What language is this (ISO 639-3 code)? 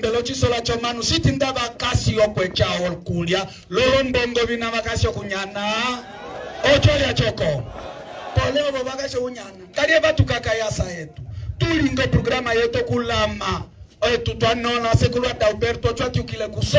umb